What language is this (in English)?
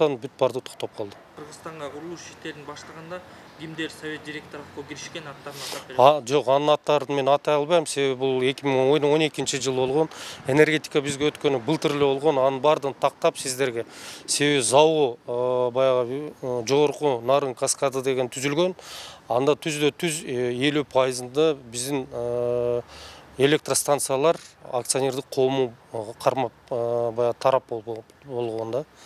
Kyrgyz